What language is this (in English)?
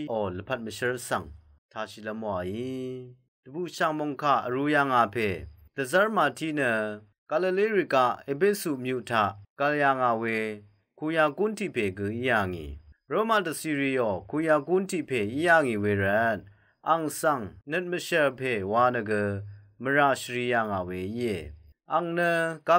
Rawang